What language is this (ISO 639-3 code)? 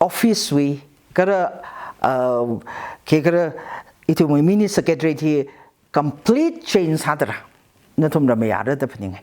nmf